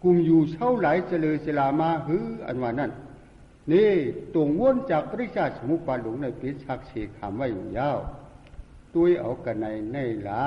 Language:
Shan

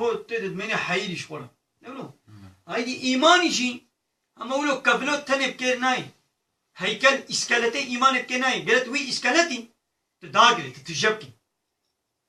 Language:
Kurdish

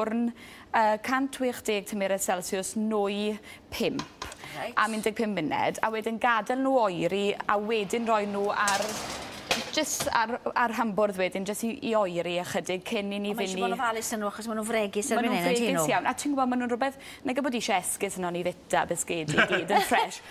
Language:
Welsh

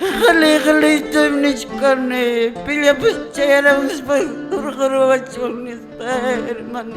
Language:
Quechua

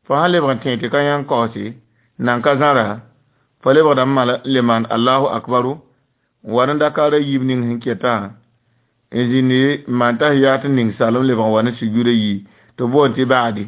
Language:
Mossi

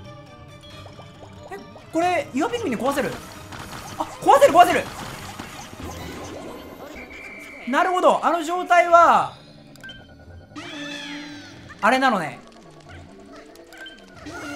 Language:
Japanese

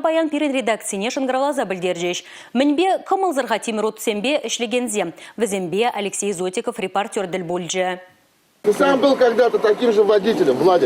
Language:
Chuvash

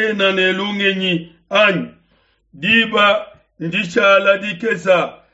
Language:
Luba-Lulua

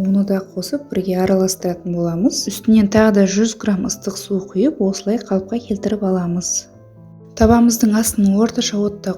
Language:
Kazakh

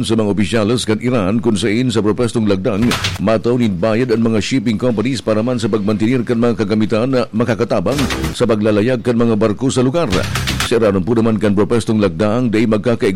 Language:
Bikol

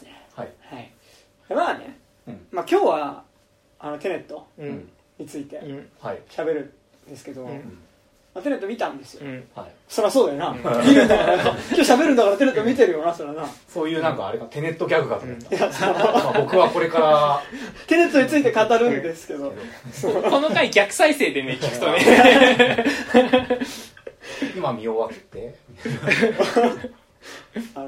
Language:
Japanese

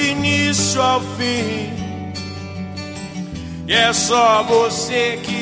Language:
Portuguese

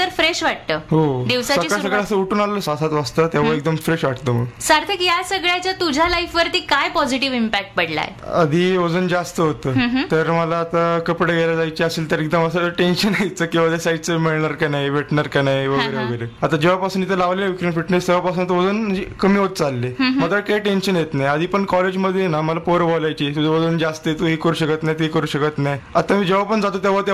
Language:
Marathi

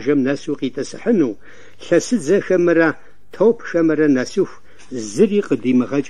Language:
Kabardian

